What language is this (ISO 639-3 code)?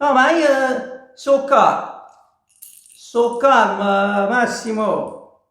nap